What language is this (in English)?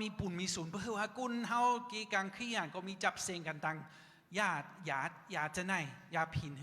Shan